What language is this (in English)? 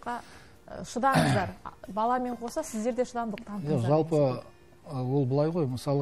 Kazakh